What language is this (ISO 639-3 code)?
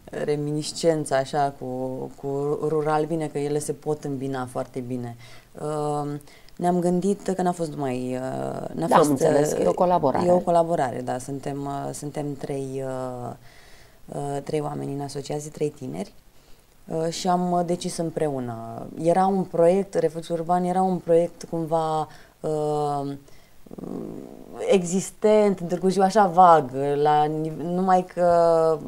ron